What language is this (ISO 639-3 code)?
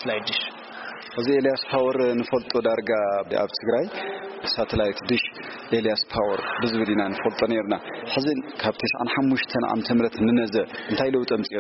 tir